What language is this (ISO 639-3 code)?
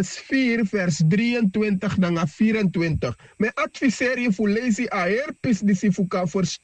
srn